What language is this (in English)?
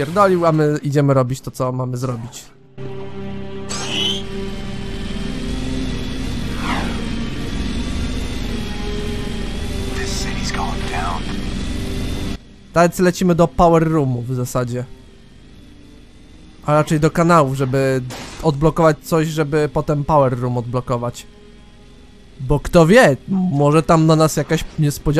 Polish